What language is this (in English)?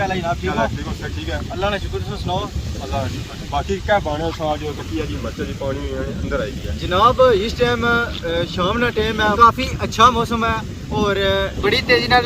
Pahari-Potwari